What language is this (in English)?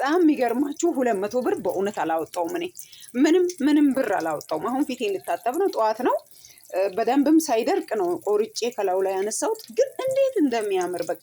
Amharic